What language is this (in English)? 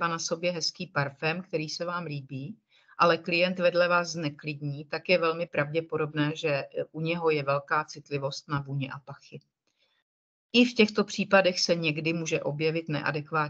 Czech